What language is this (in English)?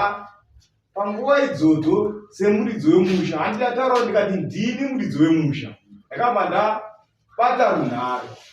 Shona